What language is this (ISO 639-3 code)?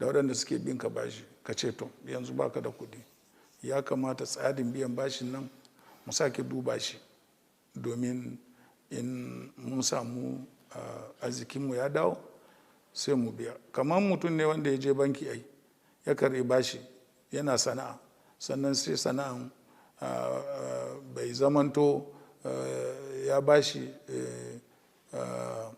hau